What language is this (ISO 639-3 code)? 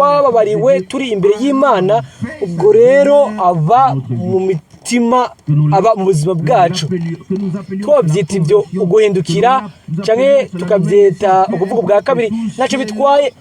run